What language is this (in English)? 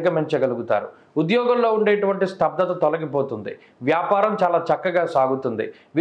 Telugu